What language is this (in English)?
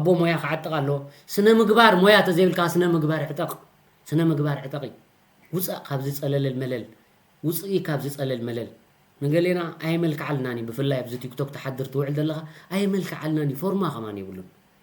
Tigrinya